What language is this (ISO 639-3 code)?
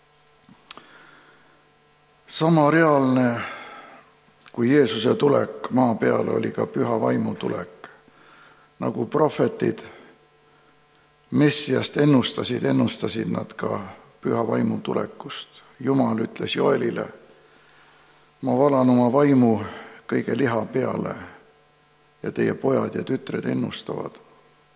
est